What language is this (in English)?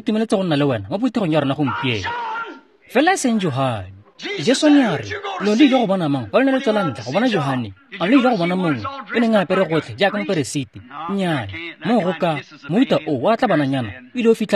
Tswana